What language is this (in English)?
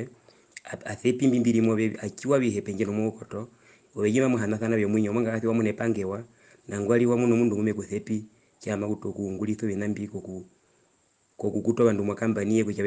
Herero